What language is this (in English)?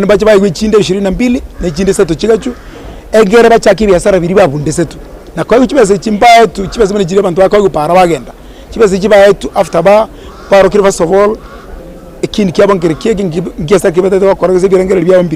Gusii